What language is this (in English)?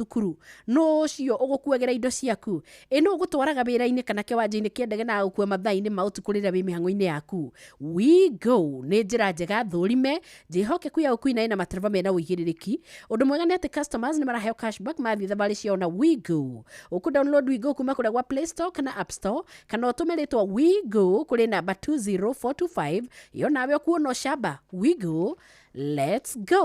Kikuyu